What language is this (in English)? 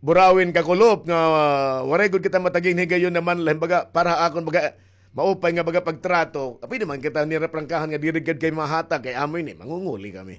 Waray